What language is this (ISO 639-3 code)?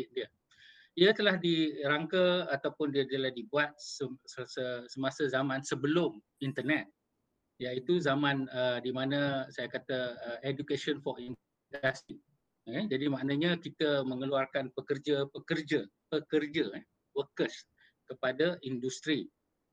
msa